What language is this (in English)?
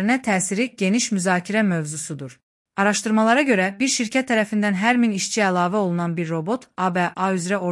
Azerbaijani